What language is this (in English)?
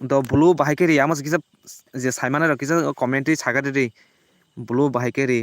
Kok Borok